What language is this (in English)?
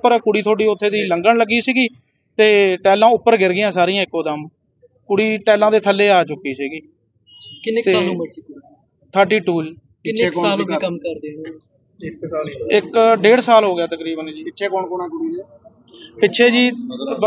Punjabi